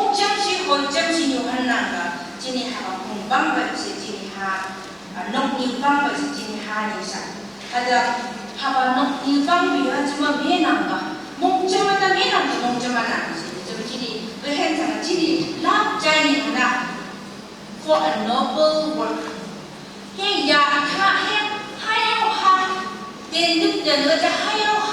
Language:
Phom Naga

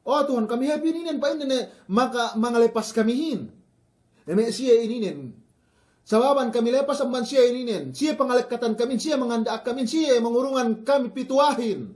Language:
Yakan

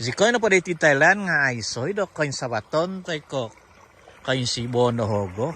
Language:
Central Dusun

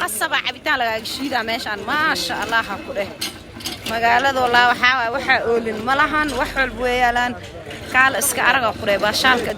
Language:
Somali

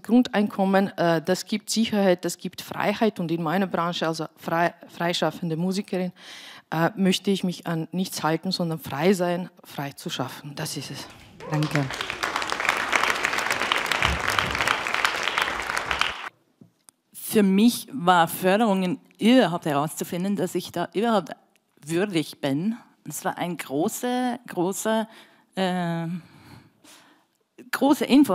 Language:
German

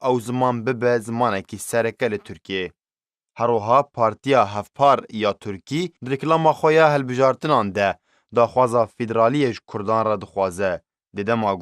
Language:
Kurdish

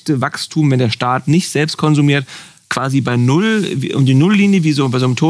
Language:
German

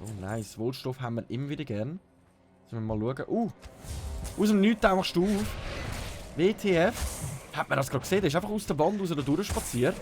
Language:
Swiss German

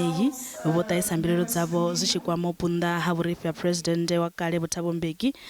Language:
Venda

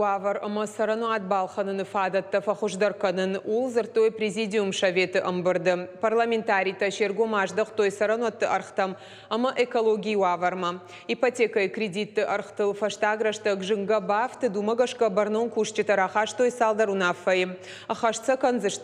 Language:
Ossetic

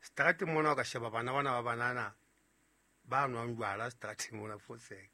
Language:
Southern Sotho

